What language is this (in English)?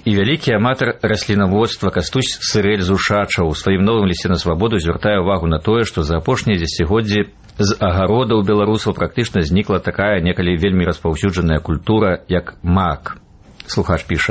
Belarusian